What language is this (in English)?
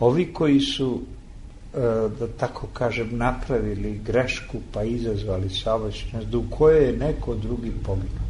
Serbian